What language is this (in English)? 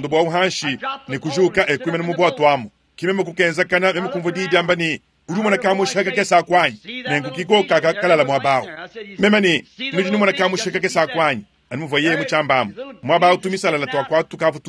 Luba-Lulua